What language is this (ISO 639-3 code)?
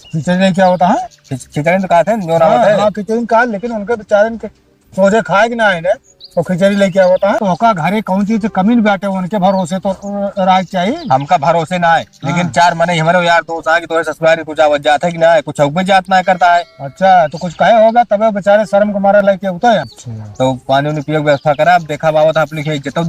awa